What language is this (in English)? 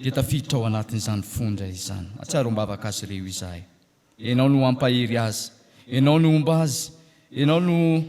Malagasy